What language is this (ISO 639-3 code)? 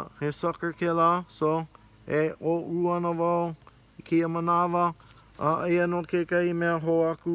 haw